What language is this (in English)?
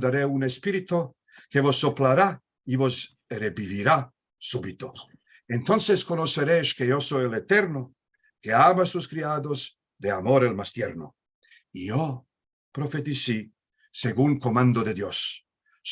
Ladino